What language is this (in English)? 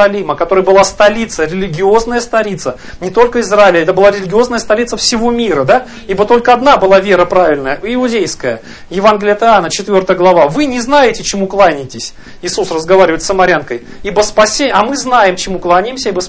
Russian